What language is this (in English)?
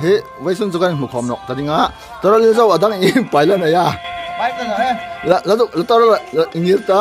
Hmar